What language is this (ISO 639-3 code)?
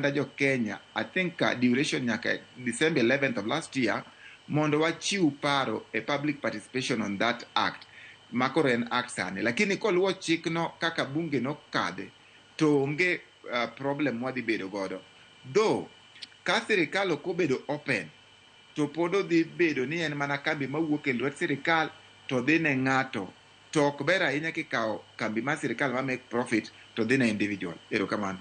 luo